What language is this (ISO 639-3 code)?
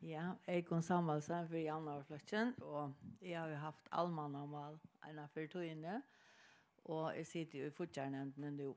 fao